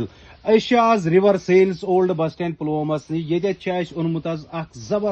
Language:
Kashmiri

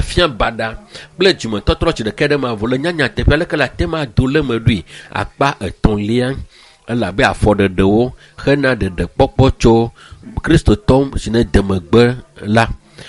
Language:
Ewe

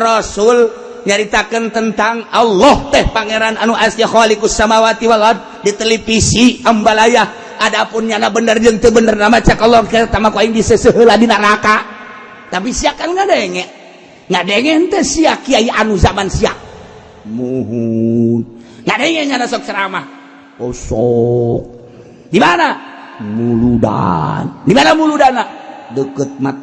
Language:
Sundanese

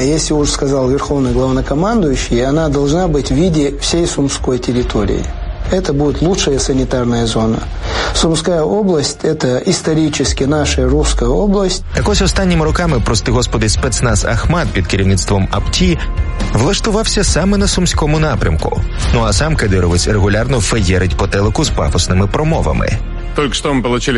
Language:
Ukrainian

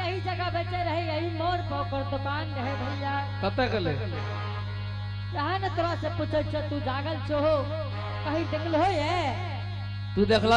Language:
Angika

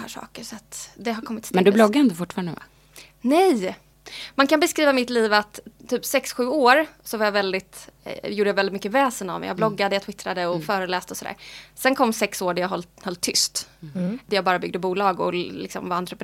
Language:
Swedish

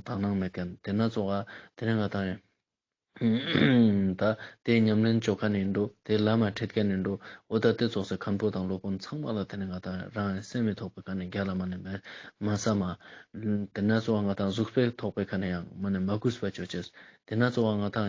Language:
Ladakhi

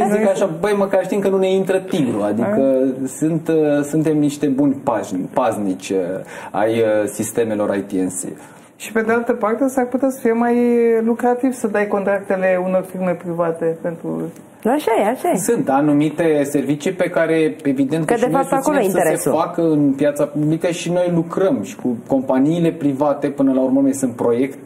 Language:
Romanian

